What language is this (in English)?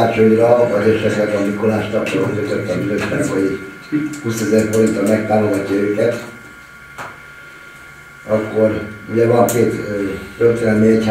Hungarian